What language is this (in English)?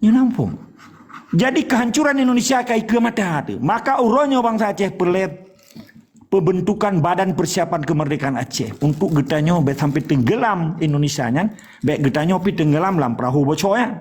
Achinese